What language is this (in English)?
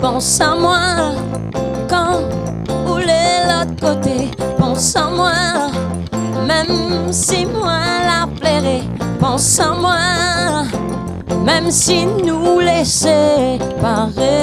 Réunion Creole French